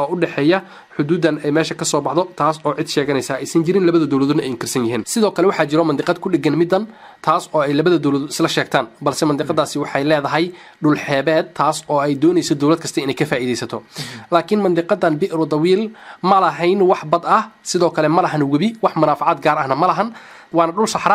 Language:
Somali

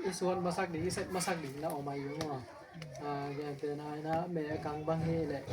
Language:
Tedim Chin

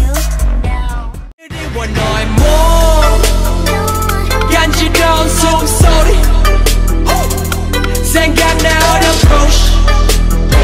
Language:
Korean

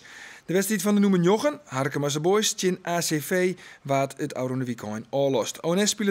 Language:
Western Frisian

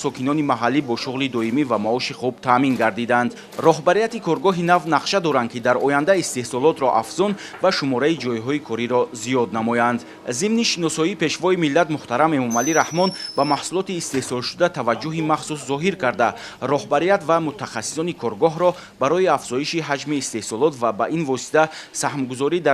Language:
Tajik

